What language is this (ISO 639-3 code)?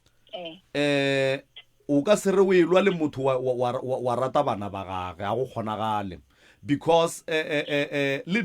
nso